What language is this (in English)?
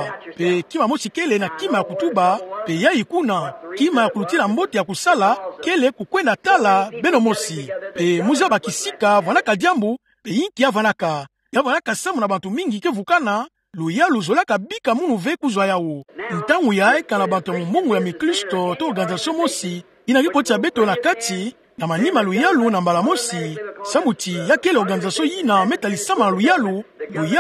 Kituba (Democratic Republic of Congo)